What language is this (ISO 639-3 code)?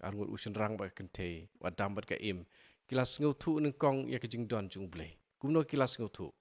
kha